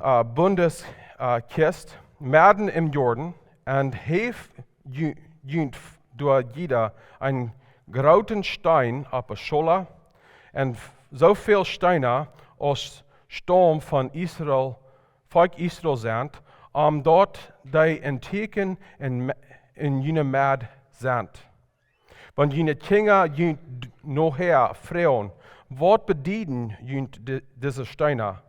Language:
Plautdietsch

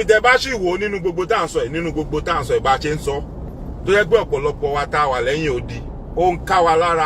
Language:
Yoruba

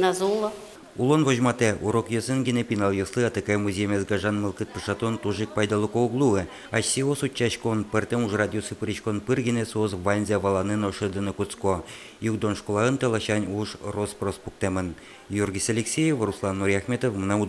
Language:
Udmurt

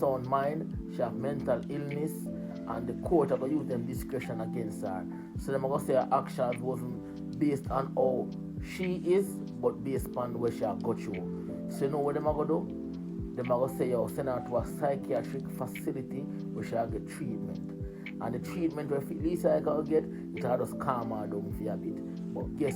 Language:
Jamaican Creole English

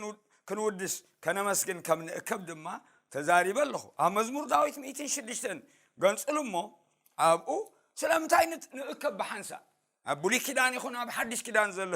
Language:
Tigrinya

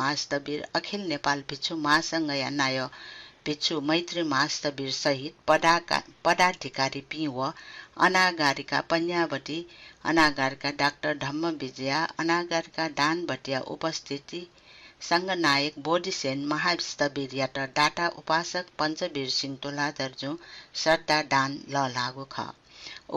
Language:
Newari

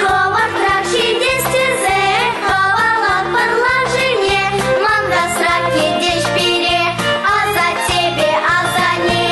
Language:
Chuvash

